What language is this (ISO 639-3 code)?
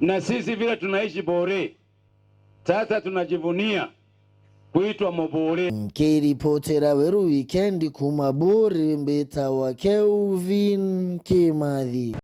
mer